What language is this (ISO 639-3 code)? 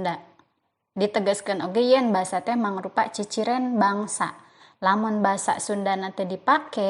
sun